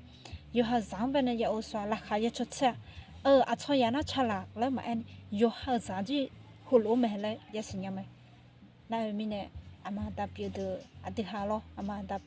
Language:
Akha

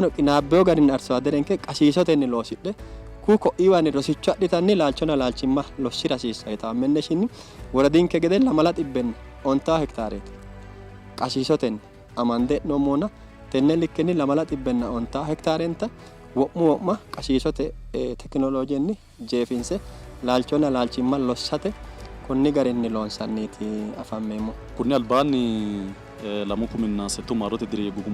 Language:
Sidamo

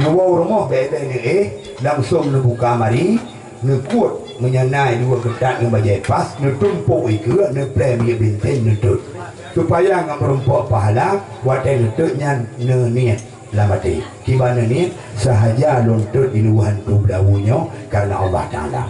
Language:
Achinese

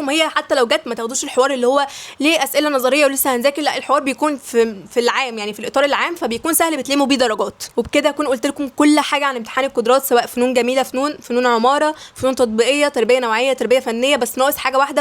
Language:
Egyptian Arabic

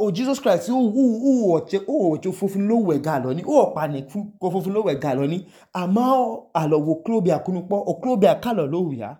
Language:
Idoma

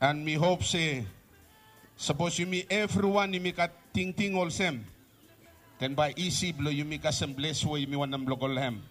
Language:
Bislama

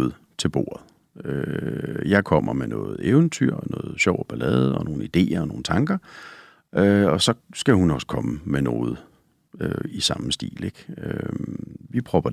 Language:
Danish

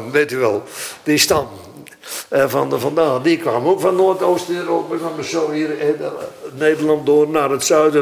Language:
Dutch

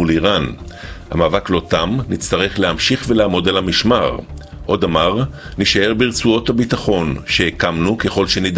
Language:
Hebrew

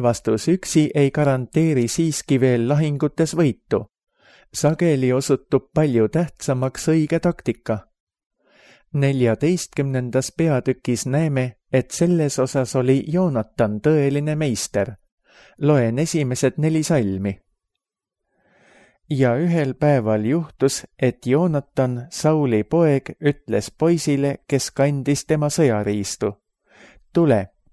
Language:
Estonian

